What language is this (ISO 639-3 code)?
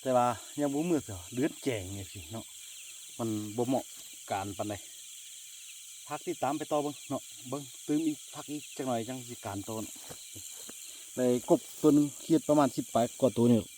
lao